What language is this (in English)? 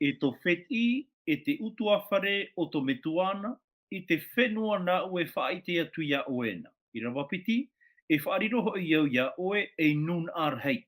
Tahitian